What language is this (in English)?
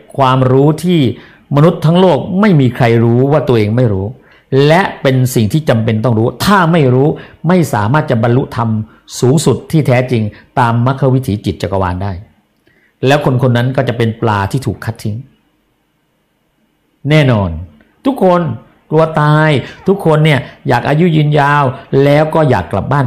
Thai